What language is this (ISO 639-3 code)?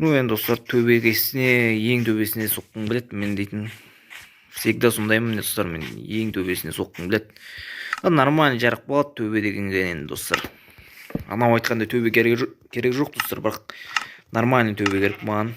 kaz